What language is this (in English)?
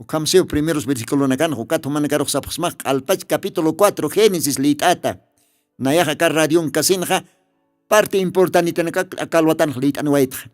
Aymara